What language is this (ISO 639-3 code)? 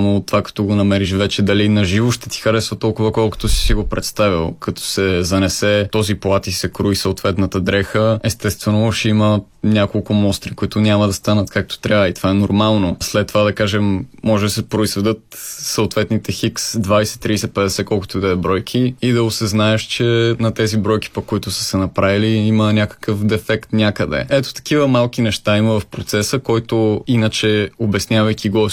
bul